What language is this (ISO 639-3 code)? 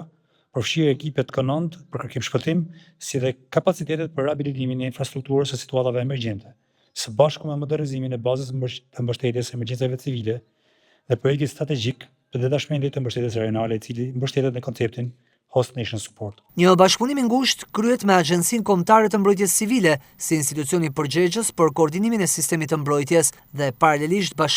sqi